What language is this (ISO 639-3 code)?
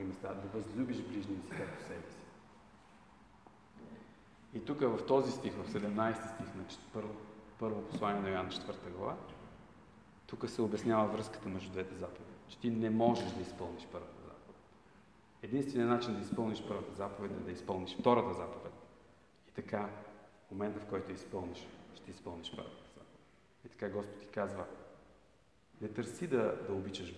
bul